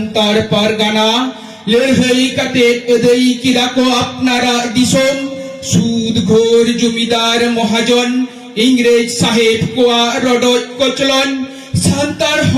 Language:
Santali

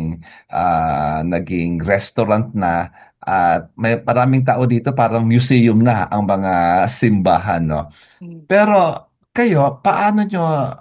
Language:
Filipino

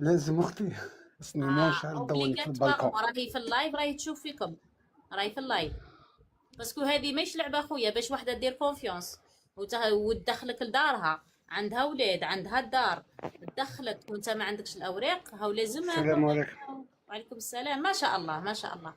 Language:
Algerian Arabic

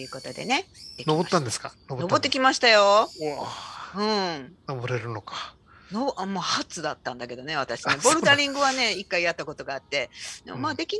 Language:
Japanese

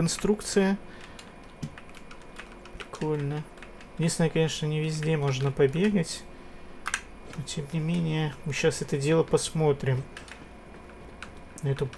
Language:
Russian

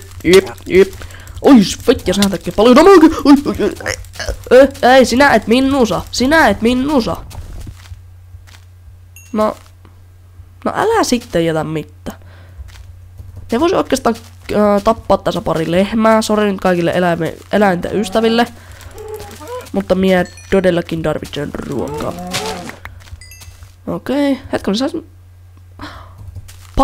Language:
Finnish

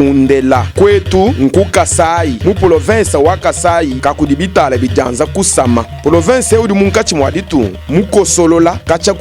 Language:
Luba-Lulua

